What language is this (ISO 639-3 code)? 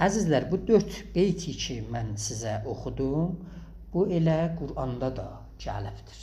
azb